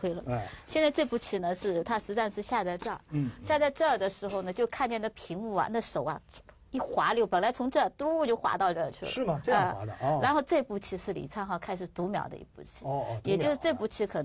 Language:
Chinese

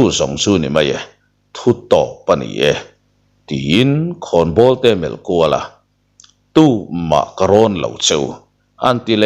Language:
Mizo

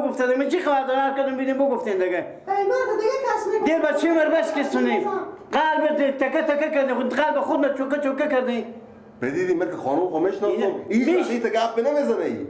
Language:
Persian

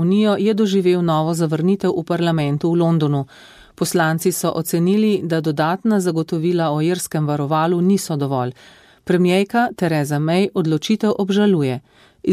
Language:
Slovenian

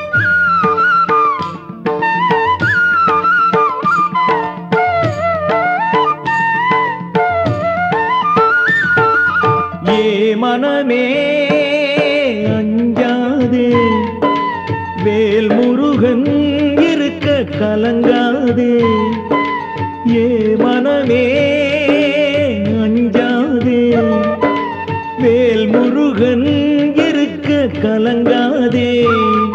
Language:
Tamil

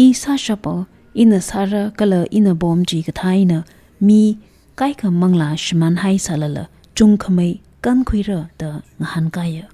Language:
Tangkhul Naga (India)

